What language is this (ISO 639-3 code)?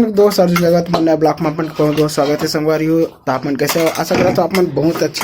hne